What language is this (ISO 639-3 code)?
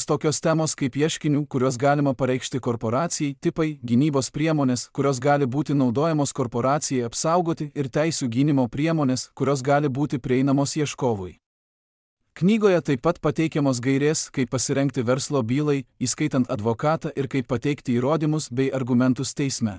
lit